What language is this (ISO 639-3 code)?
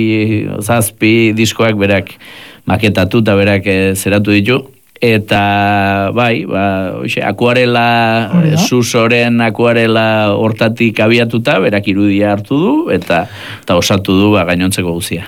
eus